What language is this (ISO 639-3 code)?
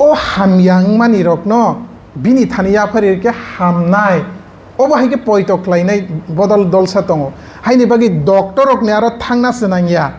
trp